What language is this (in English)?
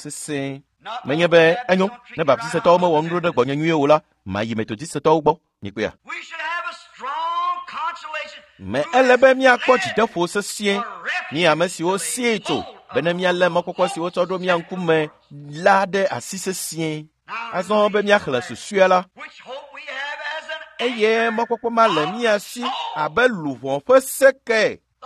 Ewe